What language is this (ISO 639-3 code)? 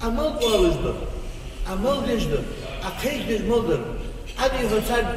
inh